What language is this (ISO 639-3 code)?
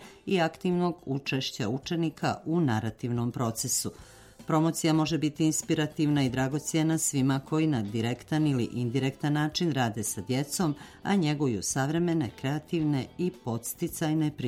srp